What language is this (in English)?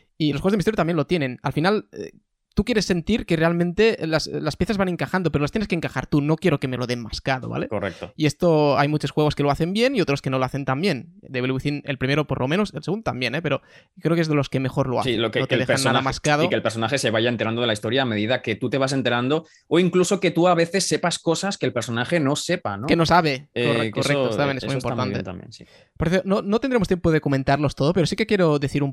Spanish